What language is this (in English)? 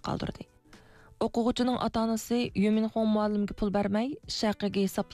Uyghur